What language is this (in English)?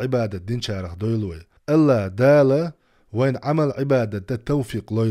Chechen